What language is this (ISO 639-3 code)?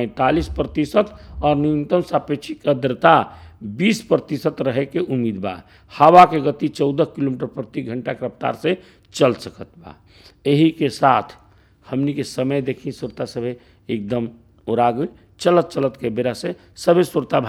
bho